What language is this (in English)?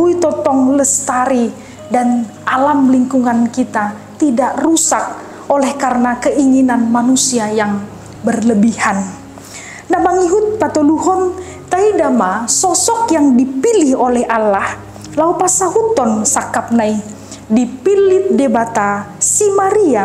Batak Toba